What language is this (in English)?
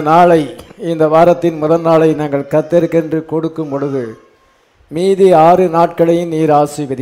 Tamil